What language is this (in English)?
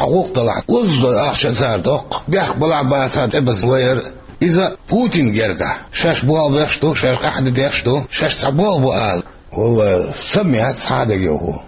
Chechen